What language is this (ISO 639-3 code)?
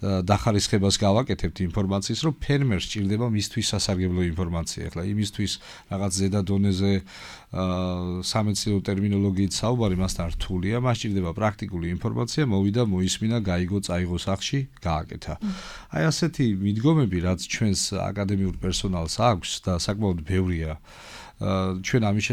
kat